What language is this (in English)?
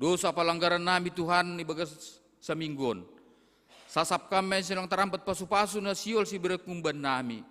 Batak Simalungun